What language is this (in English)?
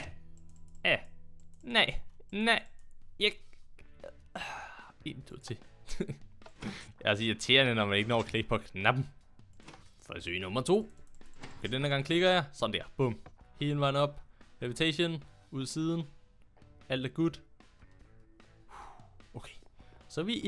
Danish